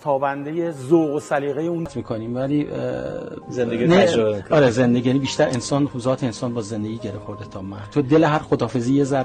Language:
Persian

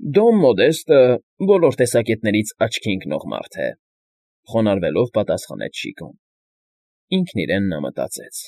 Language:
Armenian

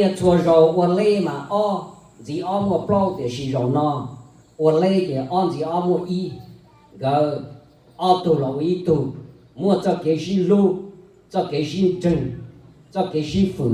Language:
Hmong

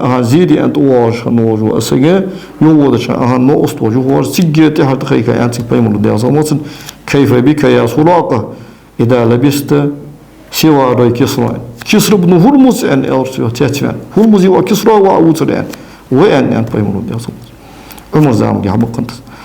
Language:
Ingush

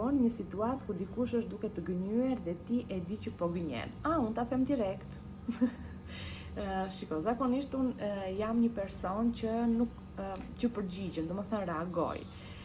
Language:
Albanian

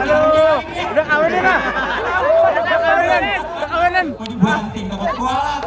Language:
Betawi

